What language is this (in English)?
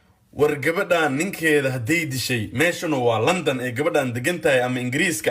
Somali